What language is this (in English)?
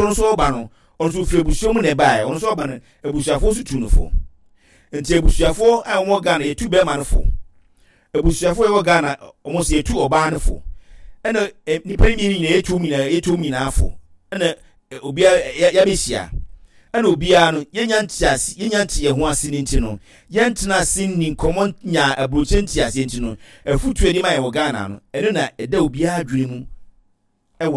Akan